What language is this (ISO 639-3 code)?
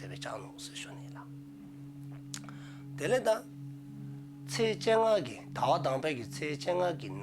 dzo